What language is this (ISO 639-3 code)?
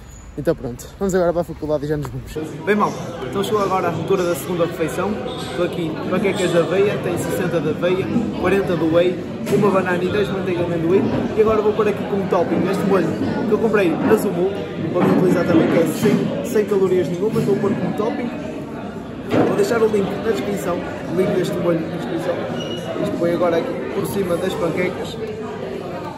por